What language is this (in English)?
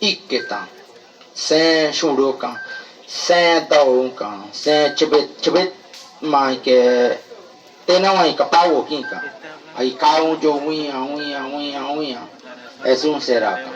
Bribri